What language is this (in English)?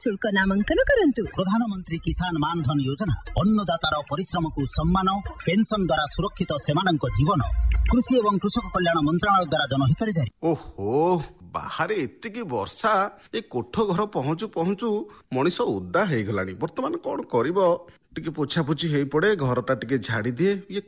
Odia